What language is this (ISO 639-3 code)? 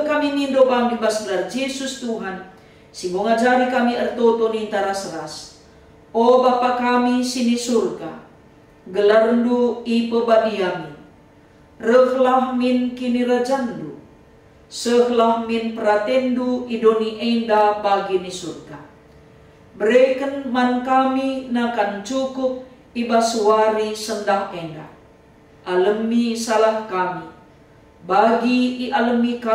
btx